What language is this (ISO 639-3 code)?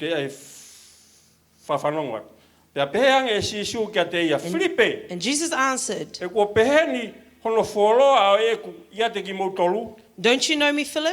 ton